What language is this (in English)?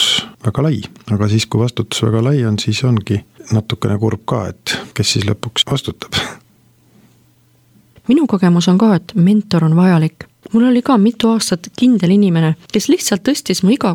Estonian